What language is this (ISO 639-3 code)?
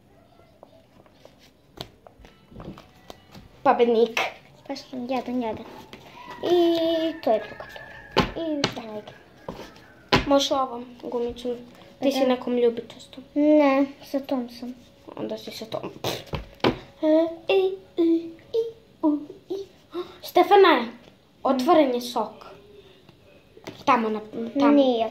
srp